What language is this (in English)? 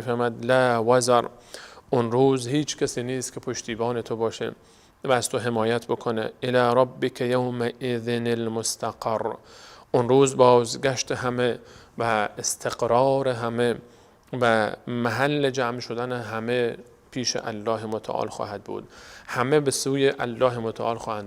Persian